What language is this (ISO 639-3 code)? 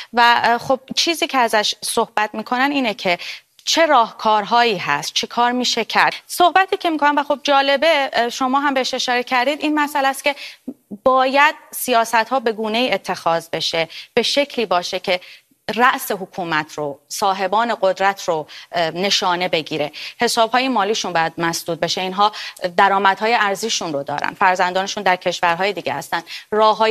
fas